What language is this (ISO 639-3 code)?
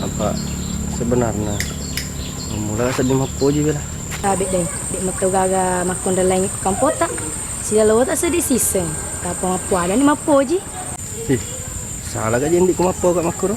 bug